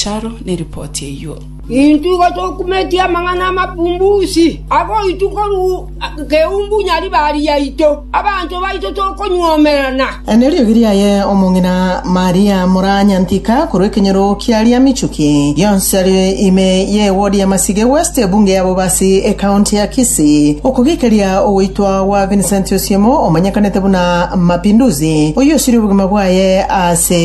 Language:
Gusii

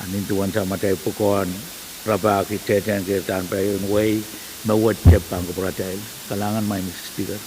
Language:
Pohnpeian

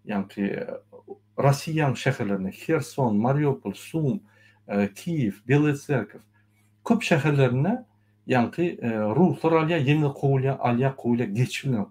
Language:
Turkmen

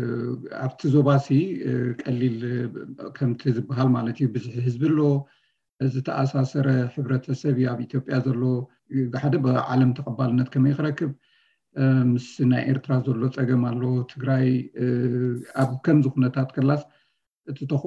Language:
Tigrinya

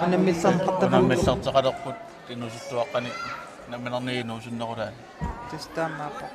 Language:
Kalaallisut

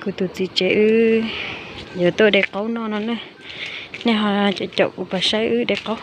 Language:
Hmong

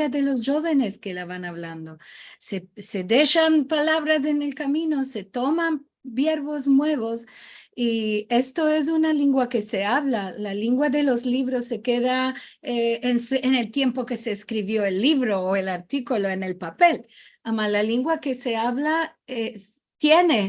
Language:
Ladino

